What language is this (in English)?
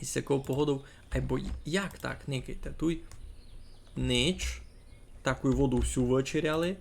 Rusyn